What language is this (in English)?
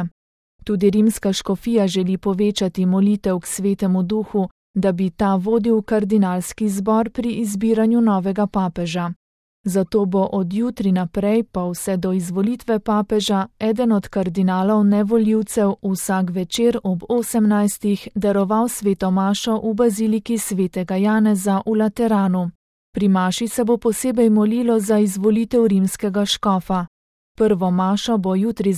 Slovenian